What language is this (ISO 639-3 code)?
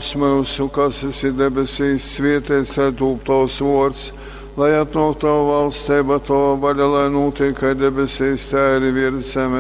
ltg